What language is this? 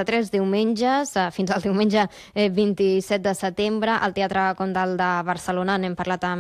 Catalan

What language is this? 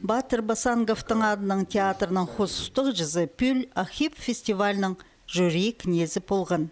Khakas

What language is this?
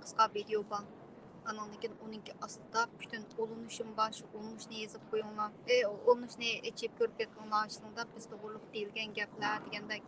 Uyghur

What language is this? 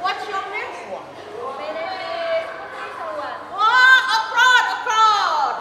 Musi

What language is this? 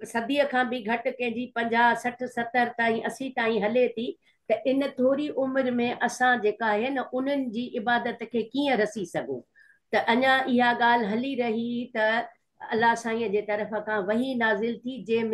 Sindhi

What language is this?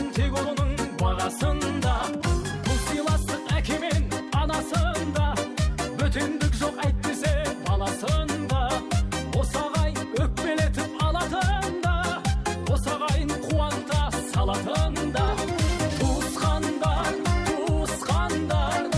Kara-Kalpak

